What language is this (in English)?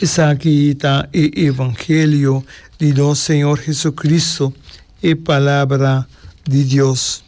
Papiamento